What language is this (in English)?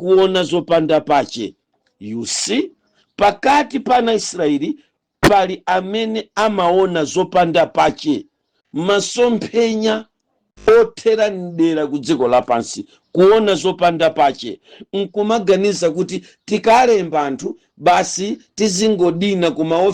Nyanja